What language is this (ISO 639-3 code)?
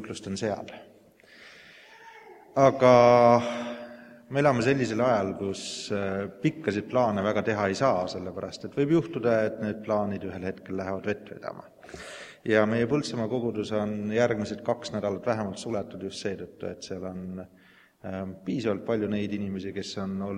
est